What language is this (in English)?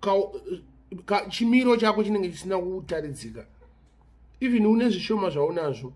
Shona